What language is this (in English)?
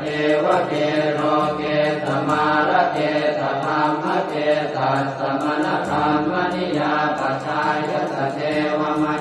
Pali